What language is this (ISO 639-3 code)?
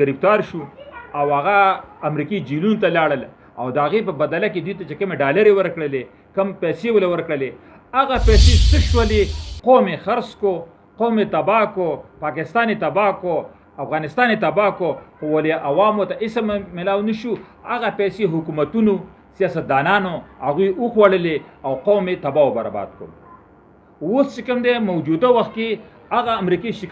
pus